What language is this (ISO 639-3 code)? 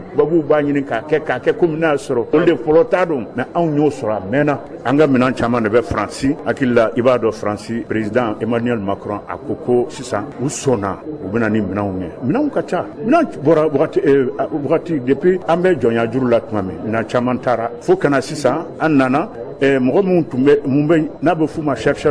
bam